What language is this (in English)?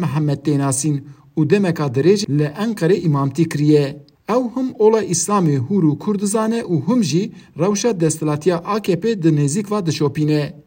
Kurdish